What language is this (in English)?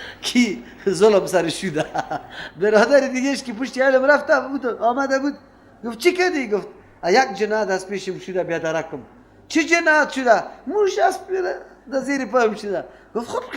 Persian